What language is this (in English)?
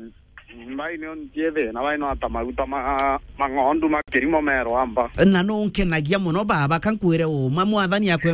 Meru